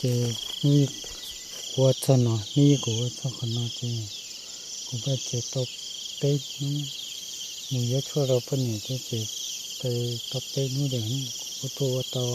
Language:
Hmong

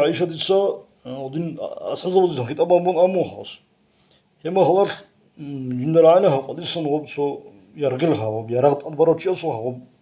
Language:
Avaric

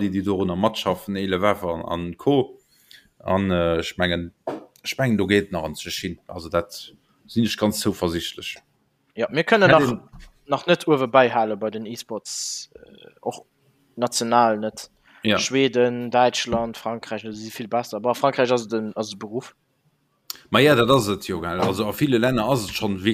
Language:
Luxembourgish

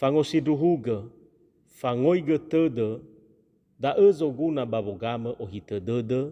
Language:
Nias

